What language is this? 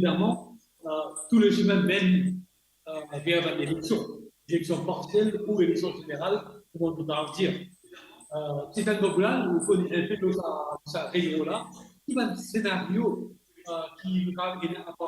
Morisyen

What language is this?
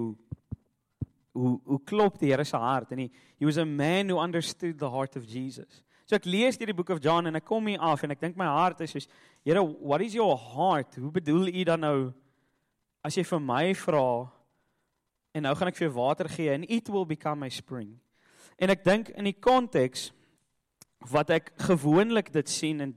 Afrikaans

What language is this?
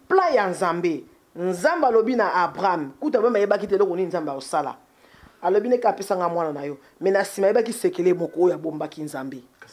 Lingala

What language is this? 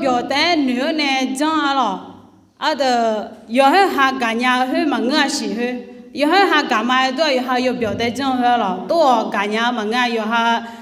Akha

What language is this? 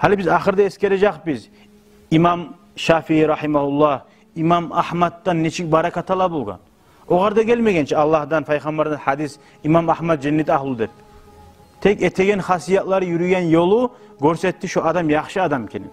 Kumyk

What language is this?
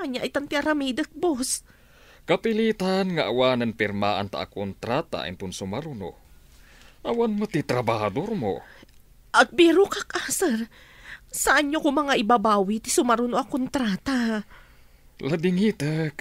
Iloko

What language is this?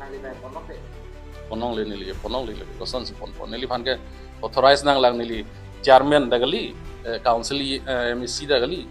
Karbi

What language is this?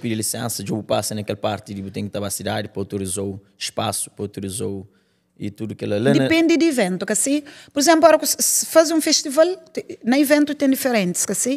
Kabuverdianu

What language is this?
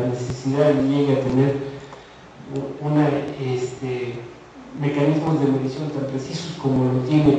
Spanish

